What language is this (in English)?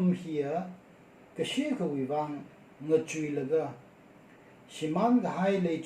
Tangkhul Naga (India)